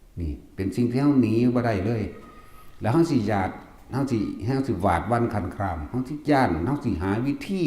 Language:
Northeastern Thai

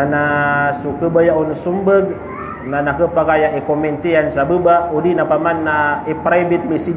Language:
Maranao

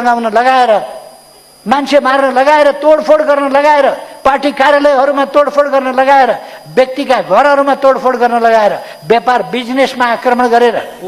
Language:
Nepali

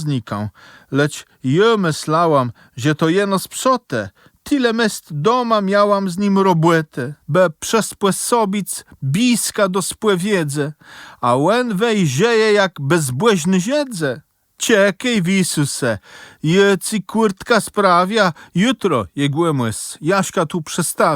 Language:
Kashubian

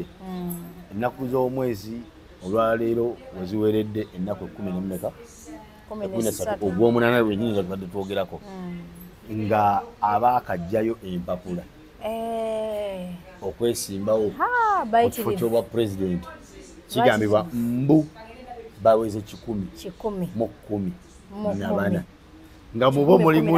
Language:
Ganda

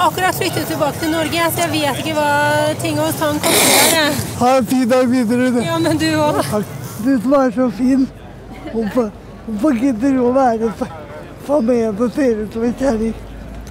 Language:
Norwegian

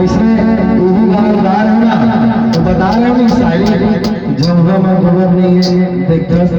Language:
Chhattisgarhi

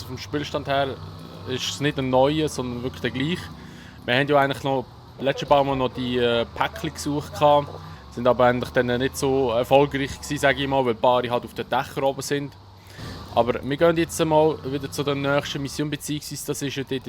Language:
Swiss German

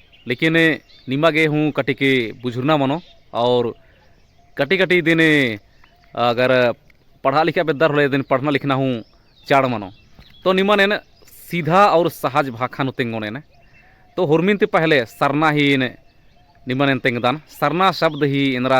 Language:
Kurukh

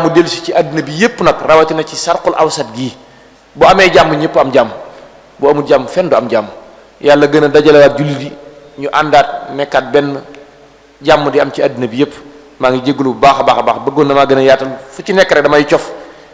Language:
Wolof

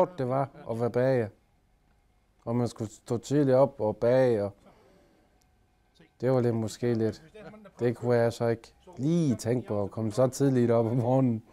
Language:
Danish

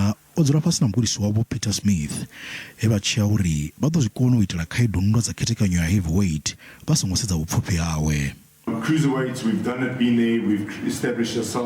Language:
Venda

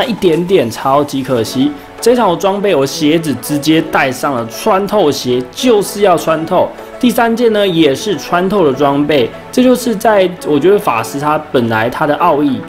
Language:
Chinese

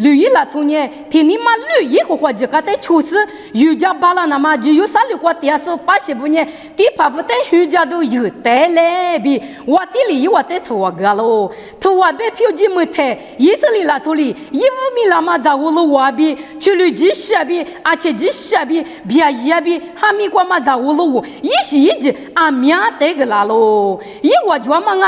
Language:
Lisu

